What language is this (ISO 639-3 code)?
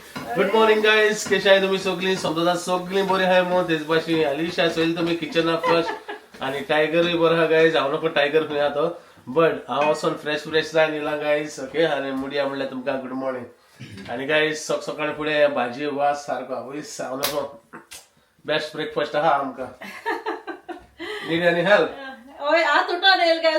kok